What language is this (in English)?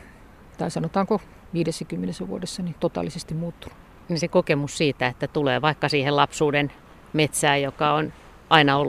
Finnish